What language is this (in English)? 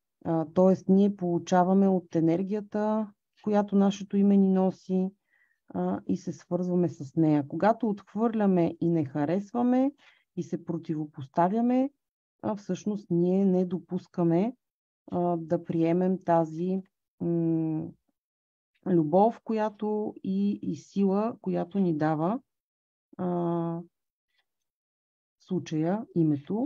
Bulgarian